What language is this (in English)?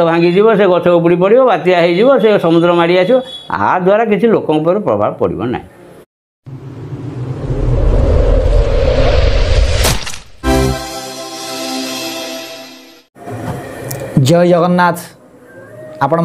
Odia